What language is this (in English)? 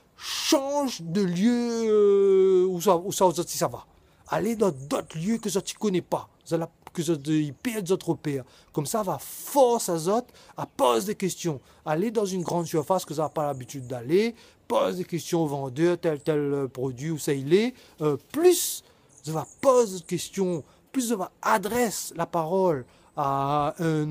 Réunion Creole French